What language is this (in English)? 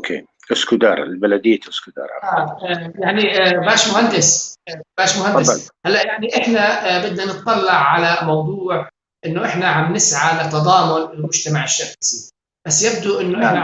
North Levantine Arabic